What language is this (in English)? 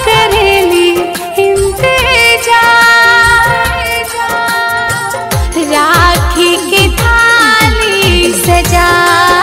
Bhojpuri